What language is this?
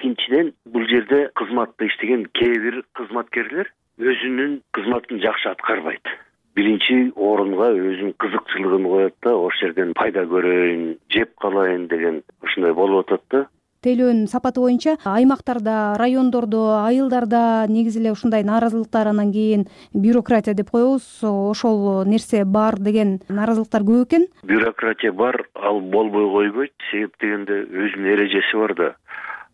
Kyrgyz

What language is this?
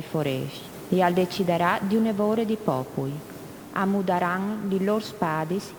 Friulian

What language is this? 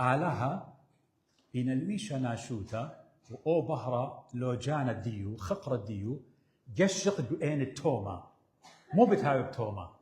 Assyrian Neo-Aramaic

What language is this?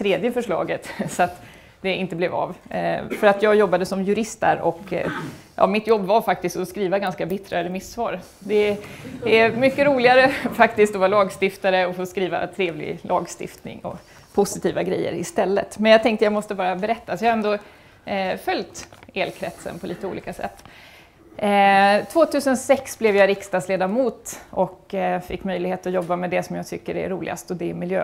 Swedish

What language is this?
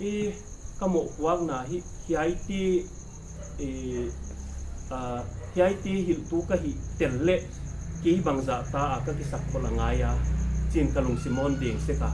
Paite Chin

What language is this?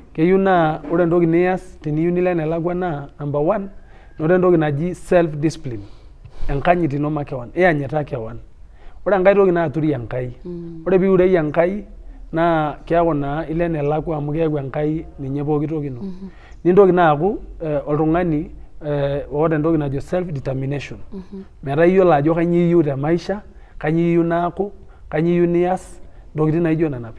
Masai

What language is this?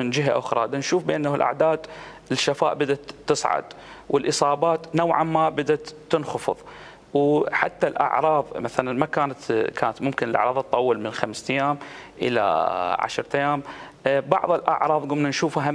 Mesopotamian Arabic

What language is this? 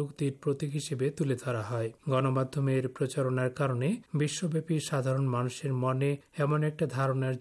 Bangla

